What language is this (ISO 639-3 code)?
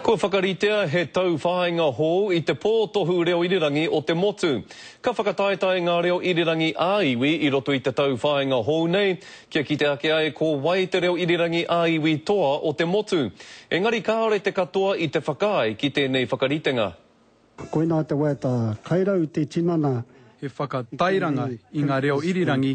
mri